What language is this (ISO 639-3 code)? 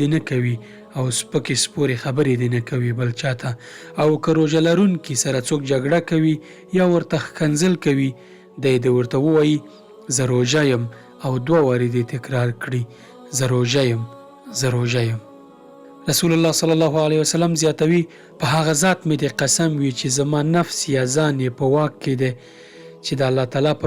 pus